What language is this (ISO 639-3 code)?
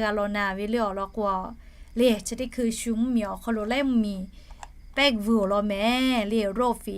lhu